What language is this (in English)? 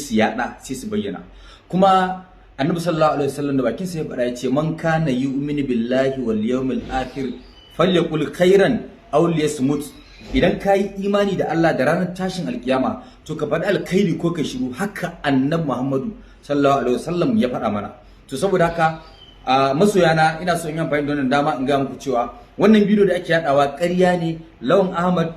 Hausa